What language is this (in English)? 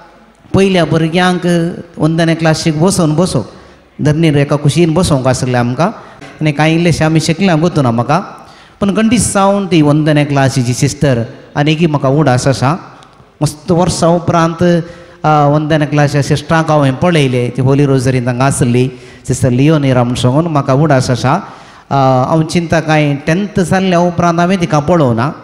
Konkani